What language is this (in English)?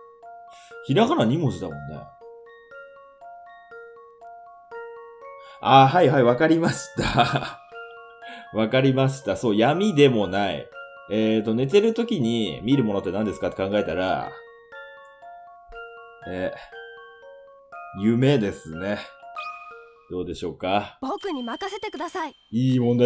Japanese